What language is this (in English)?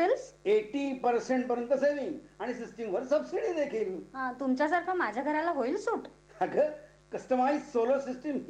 Marathi